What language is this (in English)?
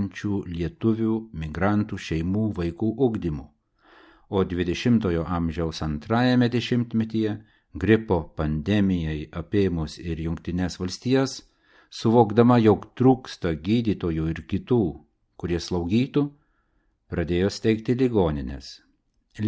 Lithuanian